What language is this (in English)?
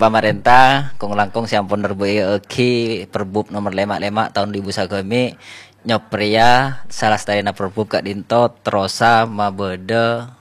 Madurese